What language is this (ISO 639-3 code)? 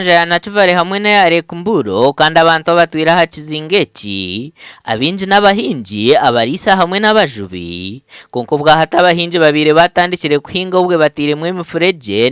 nyn